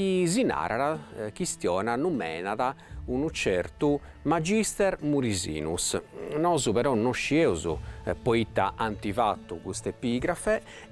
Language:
Sardinian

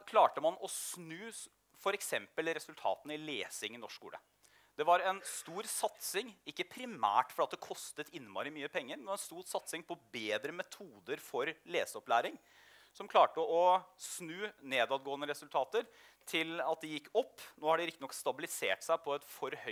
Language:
Norwegian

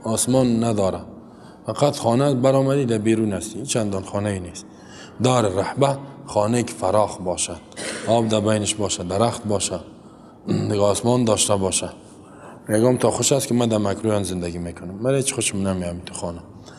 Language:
Persian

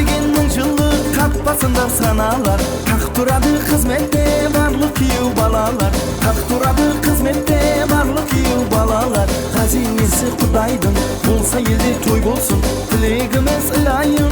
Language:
Kara-Kalpak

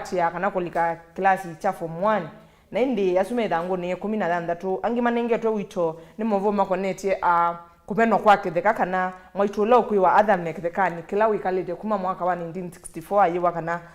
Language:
Kamba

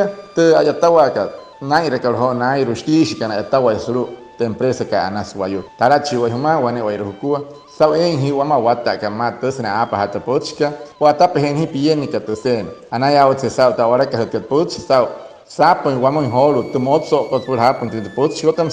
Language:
Wayuu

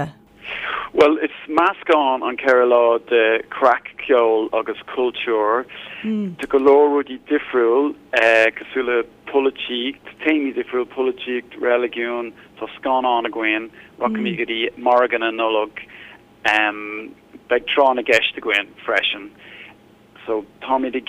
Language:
Irish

